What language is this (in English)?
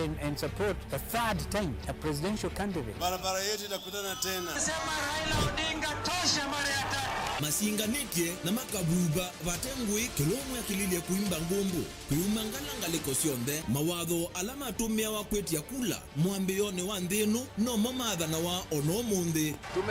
Kamba